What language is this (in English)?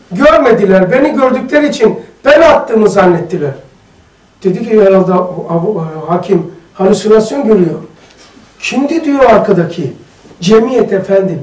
Turkish